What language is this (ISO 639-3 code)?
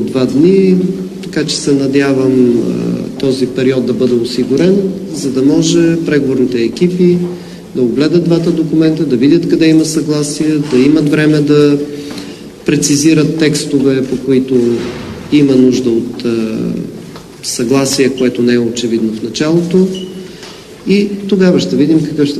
bul